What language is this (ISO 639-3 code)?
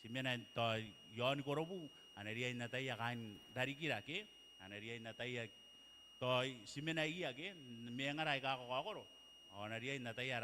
gil